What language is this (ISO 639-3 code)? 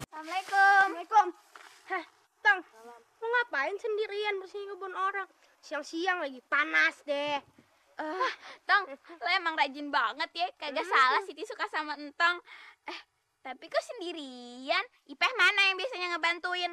bew